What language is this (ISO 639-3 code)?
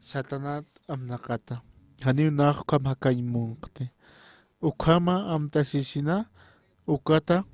aym